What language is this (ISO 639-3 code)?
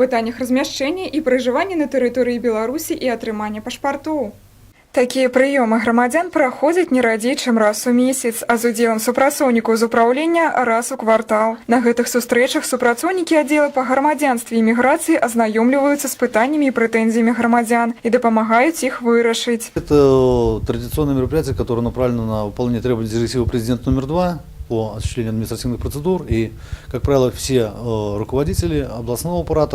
bel